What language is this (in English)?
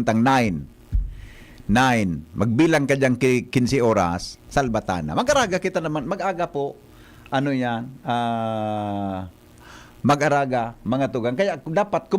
Bikol